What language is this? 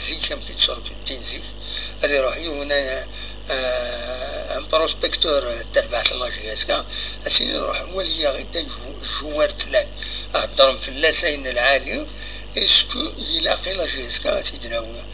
Kabyle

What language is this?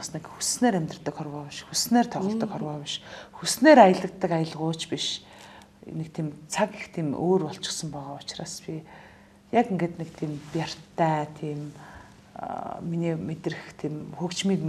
Mongolian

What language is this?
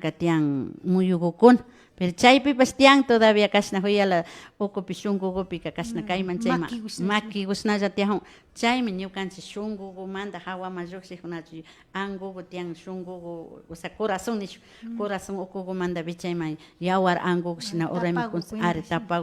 Imbabura Highland Quichua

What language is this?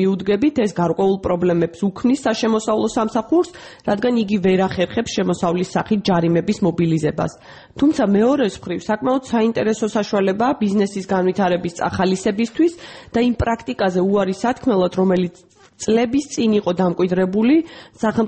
Georgian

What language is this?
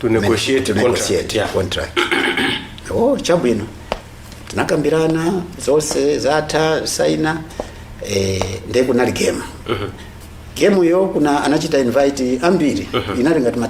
Nyanja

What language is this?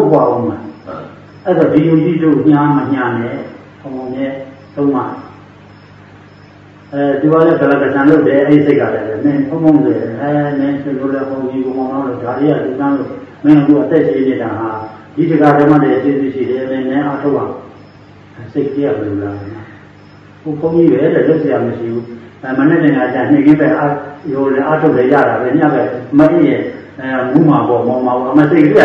Burmese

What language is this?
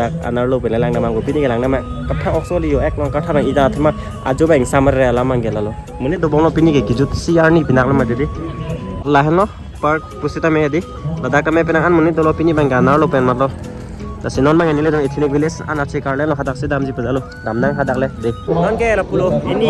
Karbi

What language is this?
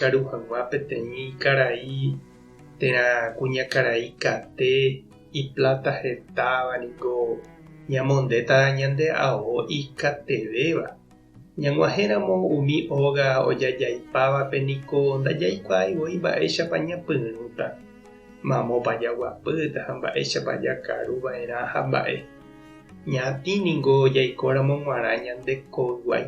Guarani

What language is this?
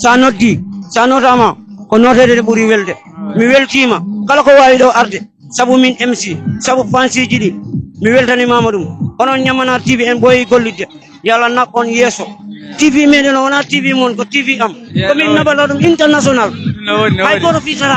Fula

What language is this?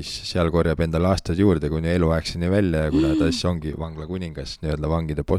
Estonian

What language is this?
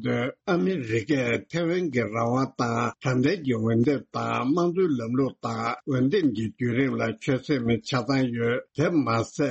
Tibetan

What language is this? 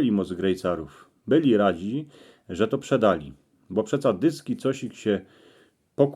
Silesian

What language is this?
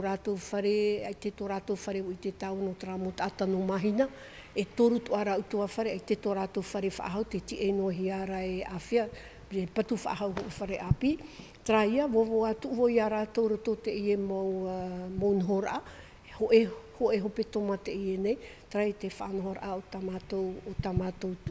Tahitian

